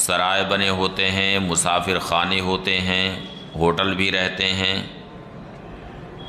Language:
Urdu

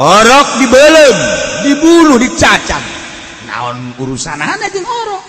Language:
Sundanese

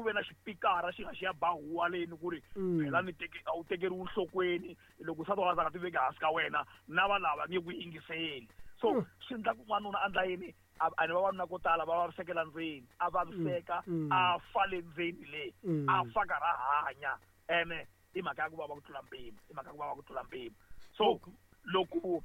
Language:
Tsonga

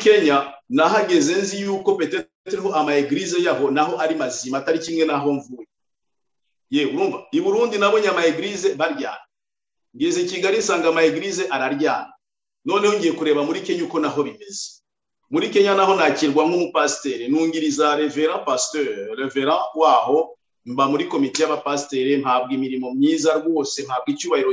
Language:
Kinyarwanda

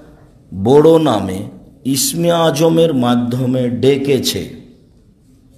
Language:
Bangla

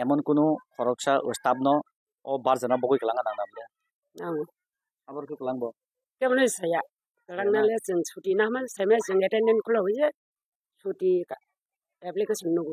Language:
Kok Borok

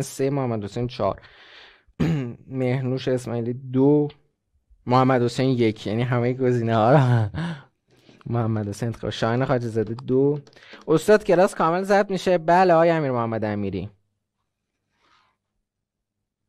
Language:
Persian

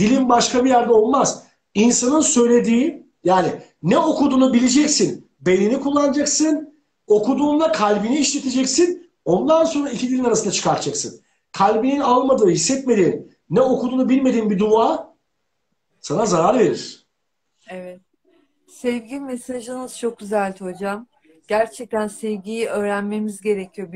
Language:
Turkish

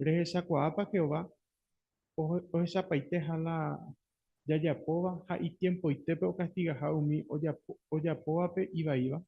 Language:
Guarani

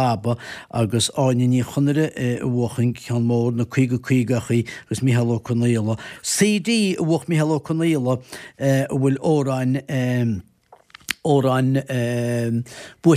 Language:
Irish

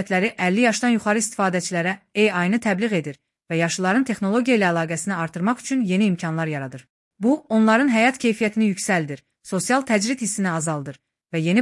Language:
Azerbaijani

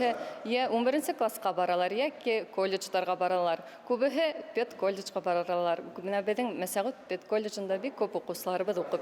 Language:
Bashkir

